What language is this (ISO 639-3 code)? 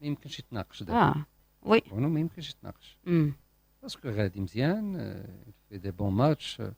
ary